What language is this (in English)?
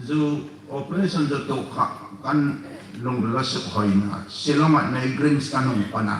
Hmar